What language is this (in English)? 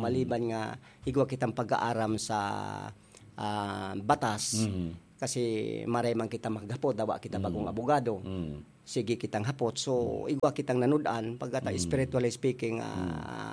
Bikol